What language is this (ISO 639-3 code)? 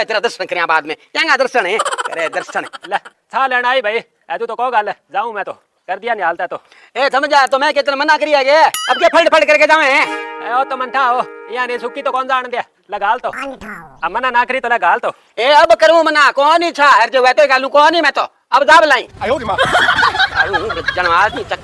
bgc